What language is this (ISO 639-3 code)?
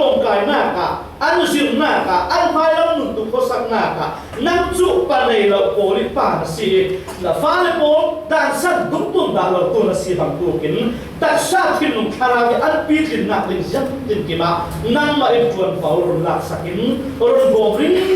cfm